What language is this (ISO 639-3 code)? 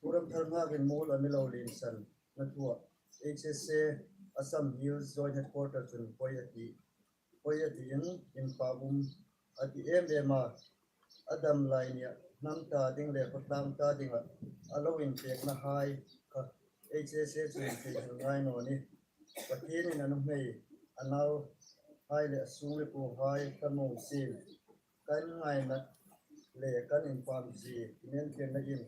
hmr